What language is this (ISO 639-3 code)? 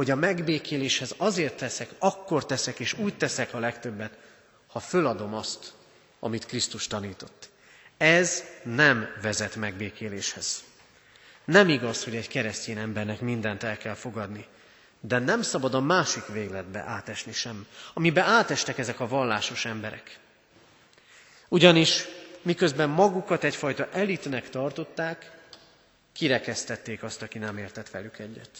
hun